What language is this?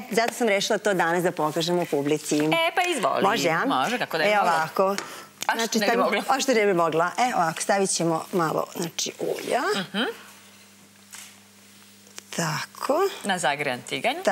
Serbian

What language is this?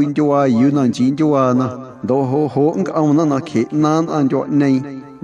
Guerrero Amuzgo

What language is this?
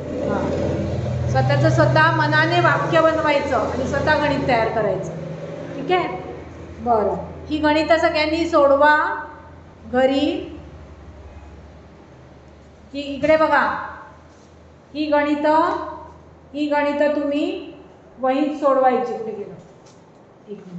Marathi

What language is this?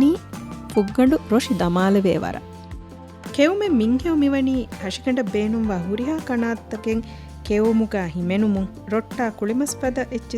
Divehi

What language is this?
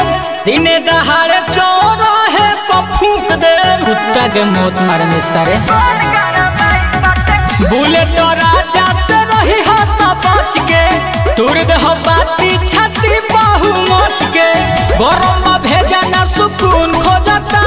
Bhojpuri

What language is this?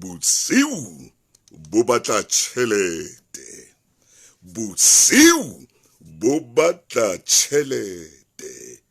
Southern Sotho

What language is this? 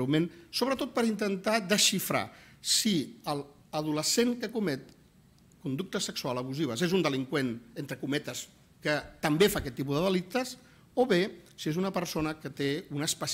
Catalan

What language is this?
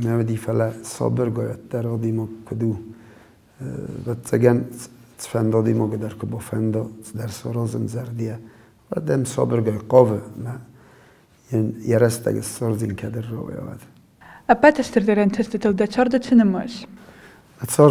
Ossetic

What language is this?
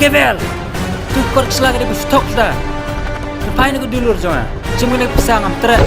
Khasi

